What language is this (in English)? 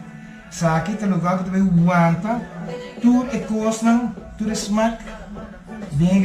Papiamento